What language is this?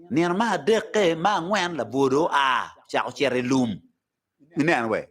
Acoli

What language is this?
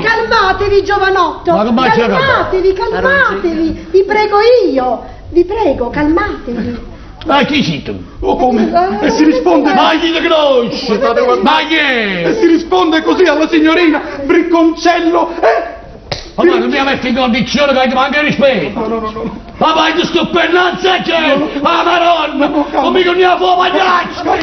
Neapolitan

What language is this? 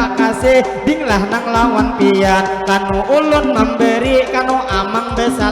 Banjar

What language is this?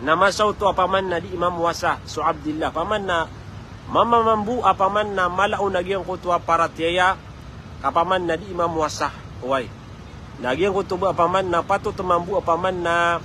Maranao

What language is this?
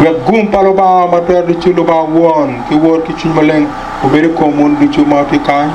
Acoli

